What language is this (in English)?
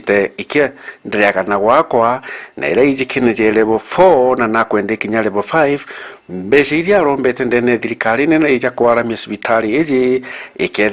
Meru